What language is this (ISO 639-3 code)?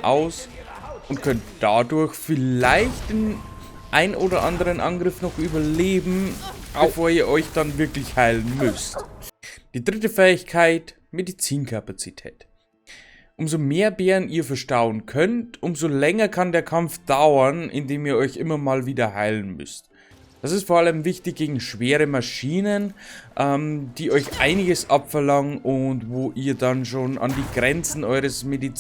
bar